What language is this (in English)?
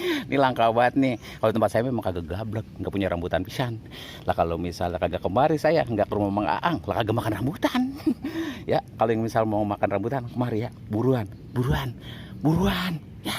Betawi